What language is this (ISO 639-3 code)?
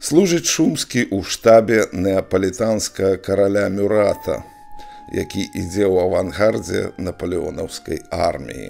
bel